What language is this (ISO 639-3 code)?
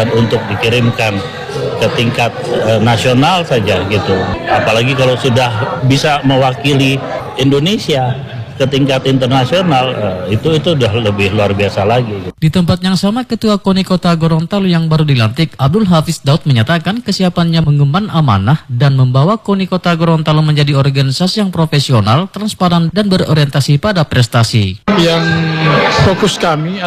ind